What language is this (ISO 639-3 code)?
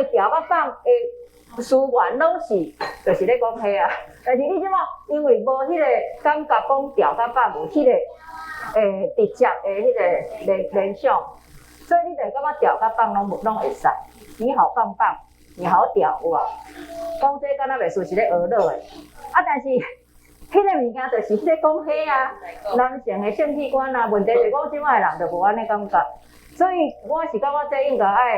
nan